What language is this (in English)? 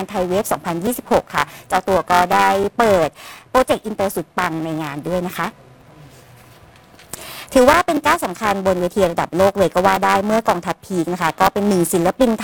Thai